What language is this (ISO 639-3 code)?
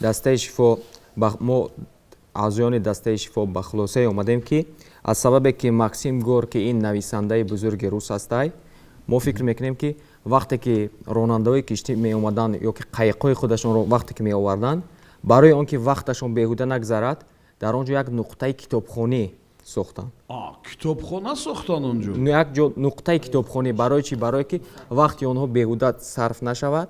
tgk